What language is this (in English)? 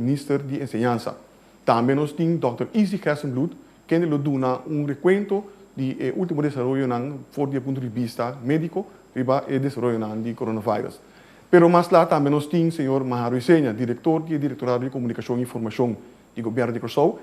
Papiamento